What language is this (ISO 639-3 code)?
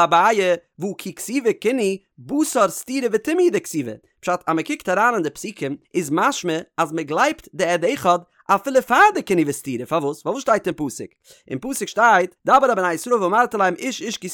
yid